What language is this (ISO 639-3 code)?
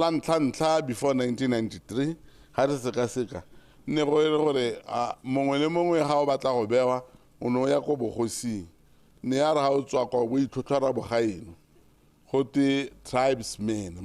tsn